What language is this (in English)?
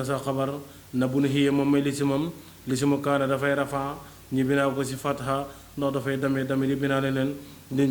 Wolof